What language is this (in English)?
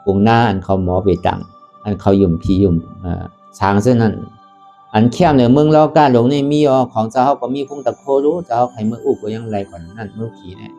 Shan